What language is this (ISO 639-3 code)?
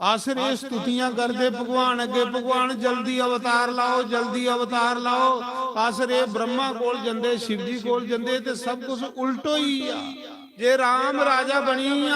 doi